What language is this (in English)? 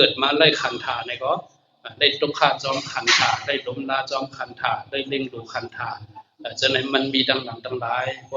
Shan